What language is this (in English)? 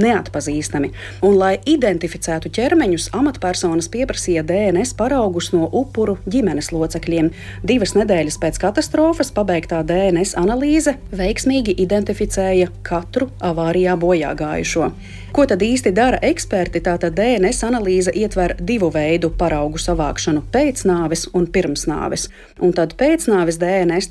Latvian